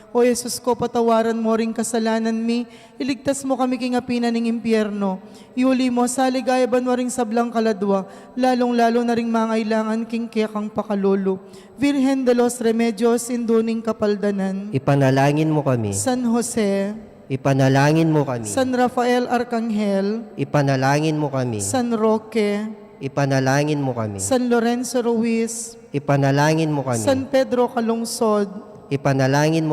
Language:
Pampanga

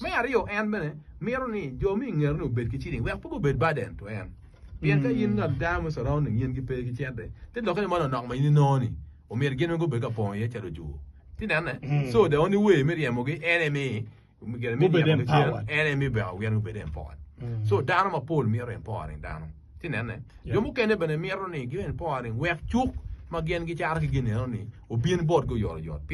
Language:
Acoli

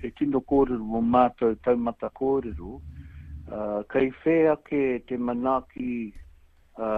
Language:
Māori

